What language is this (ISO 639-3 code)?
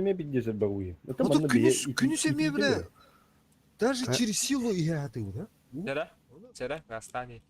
sah